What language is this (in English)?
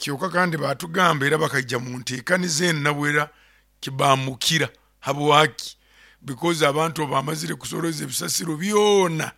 Nyoro